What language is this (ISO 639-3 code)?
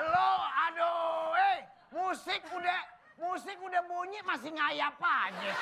bew